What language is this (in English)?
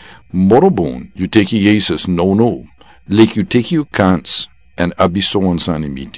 Sranan Tongo